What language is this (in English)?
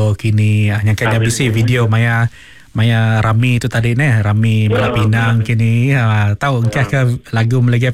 Iban